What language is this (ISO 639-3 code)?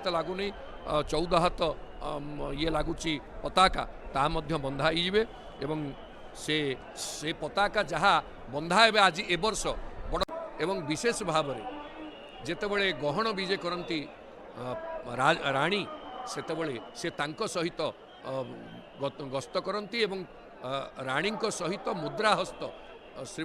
ori